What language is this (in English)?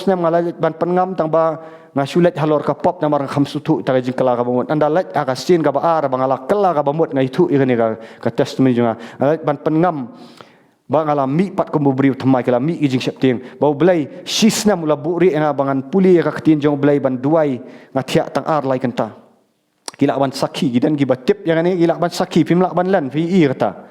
Khasi